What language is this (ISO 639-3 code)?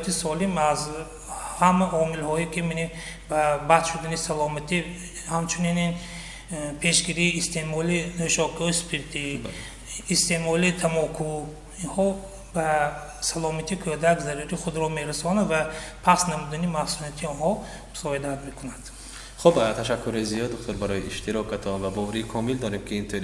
tgk